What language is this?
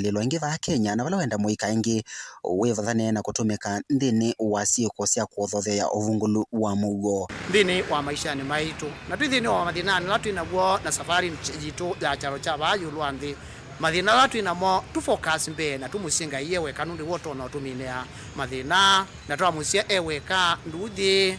Kamba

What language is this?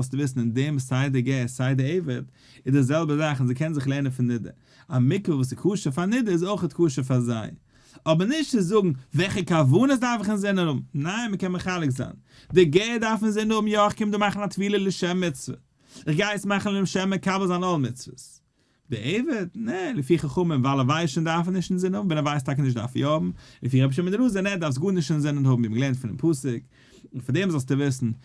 Yiddish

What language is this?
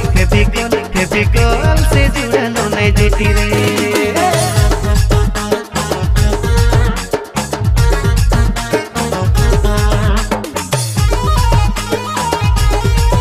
Sadri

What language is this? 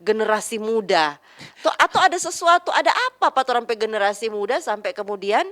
Manado Malay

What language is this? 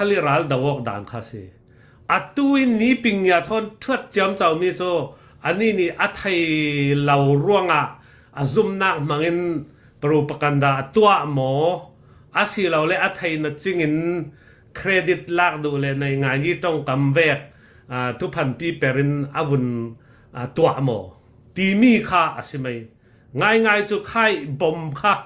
Falam Chin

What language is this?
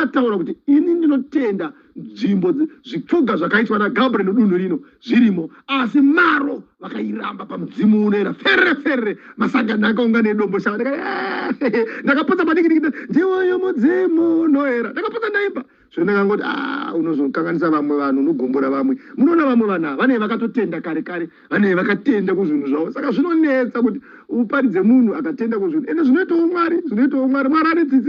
Shona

